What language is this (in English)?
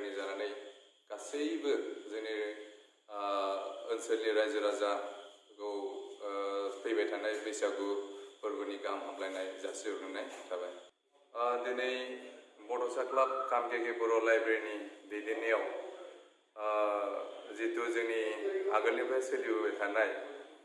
Bodo